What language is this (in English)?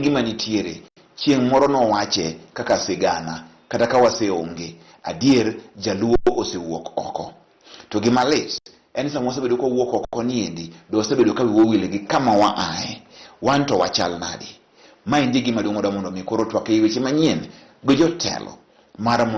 Luo (Kenya and Tanzania)